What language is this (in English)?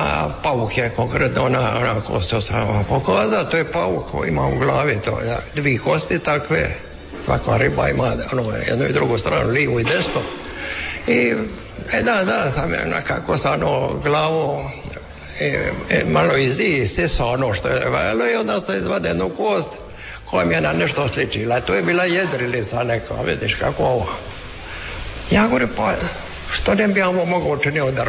Croatian